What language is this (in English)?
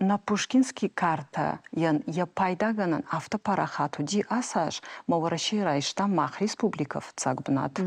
Ossetic